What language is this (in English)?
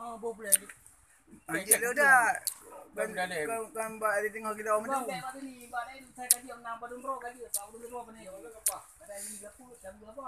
Achinese